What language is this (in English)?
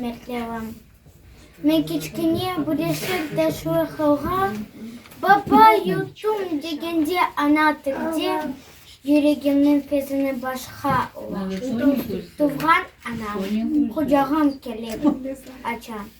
Crimean Tatar